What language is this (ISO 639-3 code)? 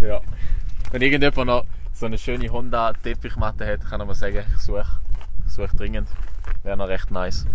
gsw